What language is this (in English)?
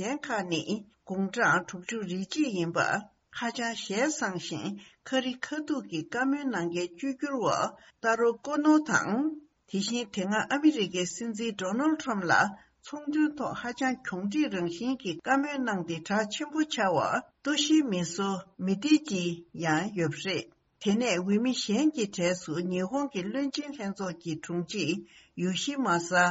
Tibetan